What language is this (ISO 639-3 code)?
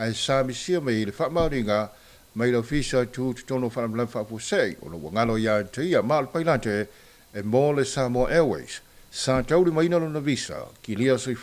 smo